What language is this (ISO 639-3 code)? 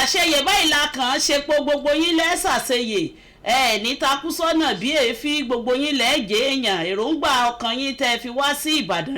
yor